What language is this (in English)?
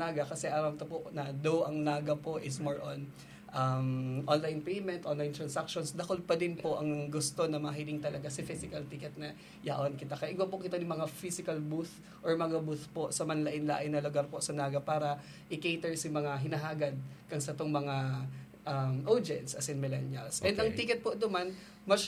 Bikol